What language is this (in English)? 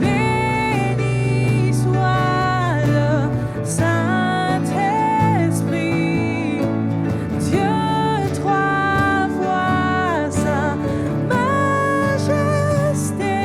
Morisyen